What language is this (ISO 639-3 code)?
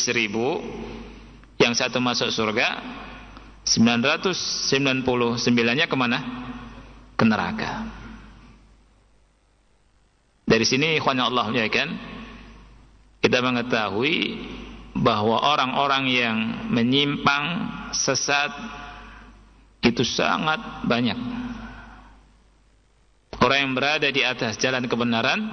ind